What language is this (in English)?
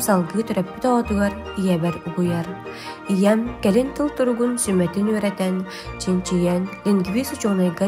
Yakut